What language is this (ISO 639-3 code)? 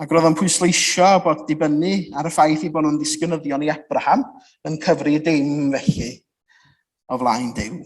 cym